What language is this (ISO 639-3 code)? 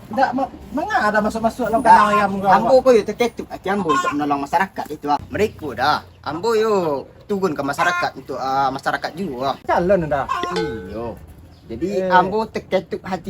min